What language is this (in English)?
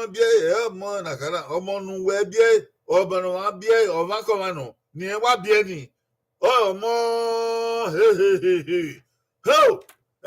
Bini